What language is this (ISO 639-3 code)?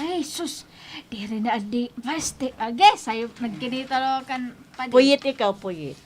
war